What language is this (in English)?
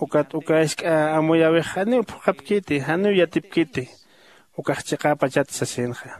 Aymara